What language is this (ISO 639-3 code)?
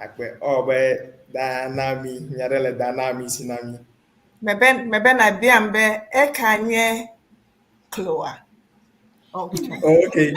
ewe